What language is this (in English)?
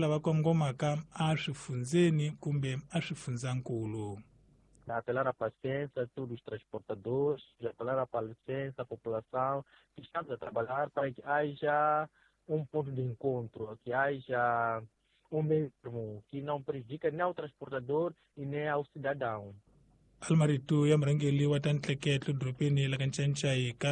Tsonga